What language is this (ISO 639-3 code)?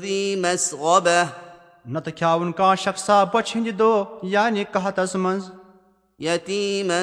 kas